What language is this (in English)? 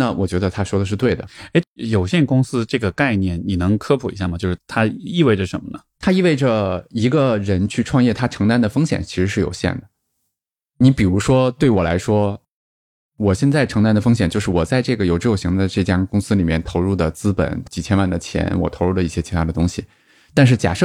Chinese